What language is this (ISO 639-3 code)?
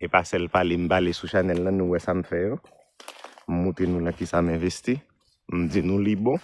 hat